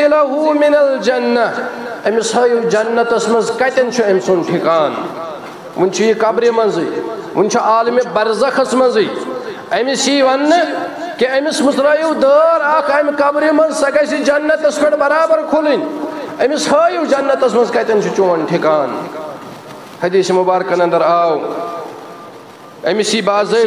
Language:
Kashmiri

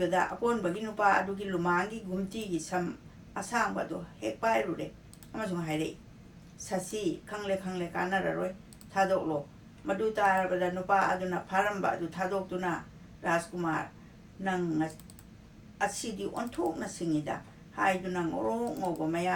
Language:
Manipuri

